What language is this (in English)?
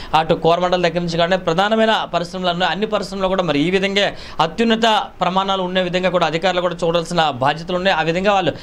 Telugu